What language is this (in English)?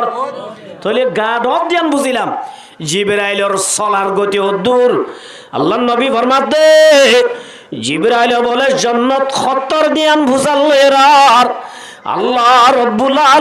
Rohingya